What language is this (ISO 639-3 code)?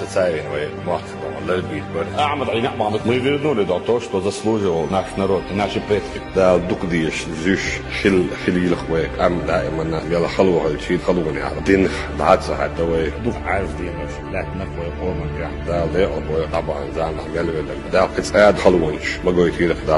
che